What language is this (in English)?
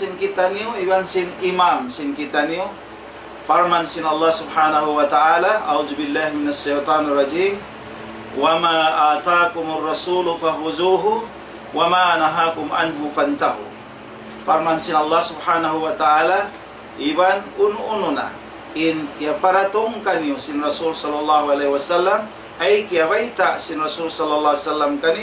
Tausug